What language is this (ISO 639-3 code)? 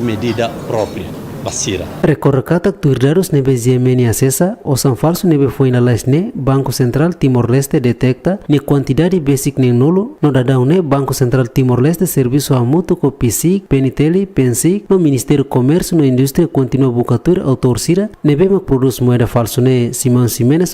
tet